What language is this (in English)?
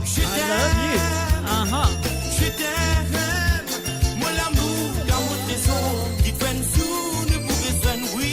Morisyen